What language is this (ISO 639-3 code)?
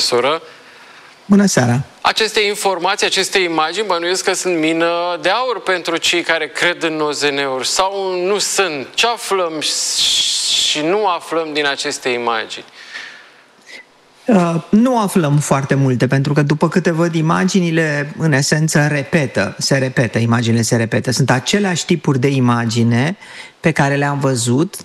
ron